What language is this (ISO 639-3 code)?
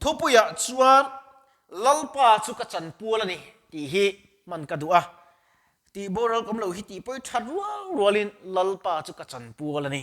lus